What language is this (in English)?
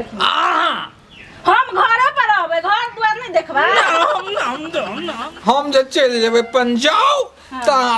Maithili